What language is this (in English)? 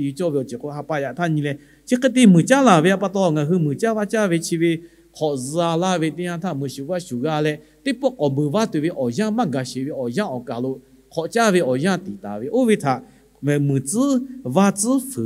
Lahu